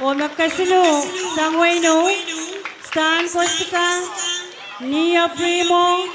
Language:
Pohnpeian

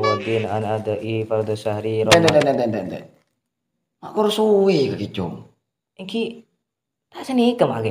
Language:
Madurese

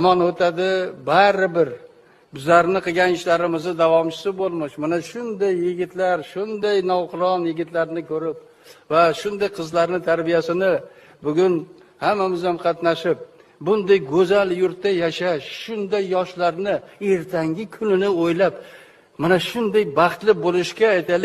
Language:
Uzbek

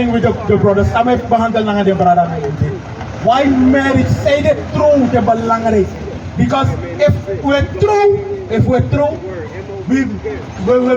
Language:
Sranan Tongo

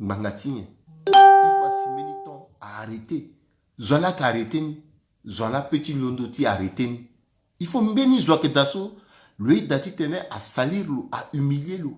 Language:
Sango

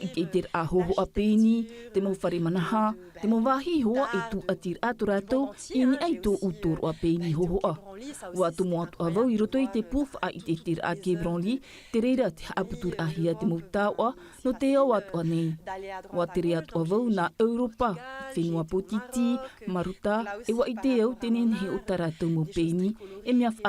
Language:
Tahitian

